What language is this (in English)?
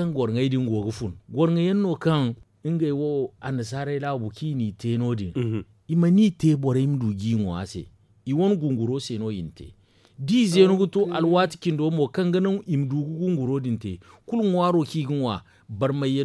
Zarma